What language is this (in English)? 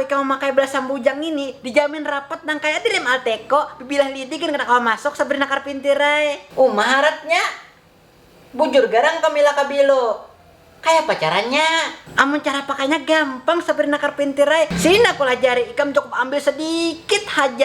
Banjar